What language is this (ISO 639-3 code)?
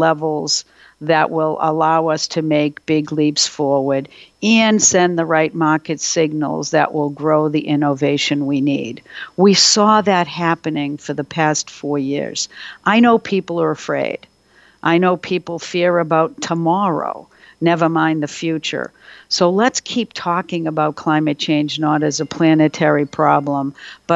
eng